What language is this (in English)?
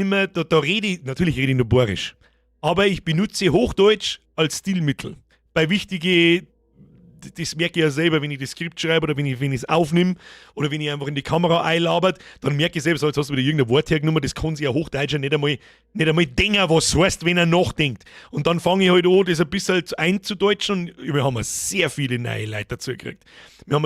Bavarian